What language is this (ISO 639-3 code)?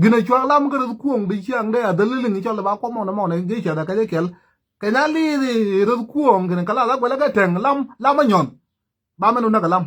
nus